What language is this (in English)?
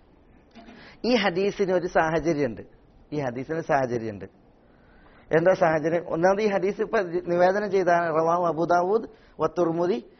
Malayalam